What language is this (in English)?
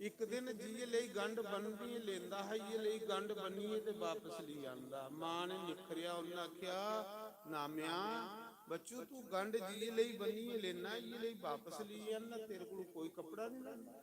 Dogri